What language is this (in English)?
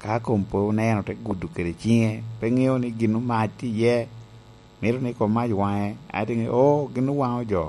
Lango (Uganda)